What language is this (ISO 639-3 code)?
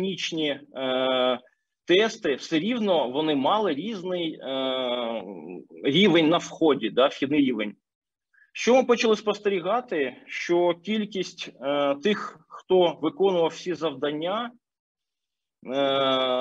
ukr